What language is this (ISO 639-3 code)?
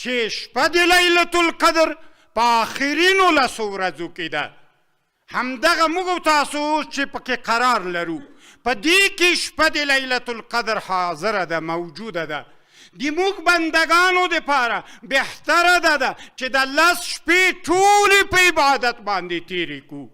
pus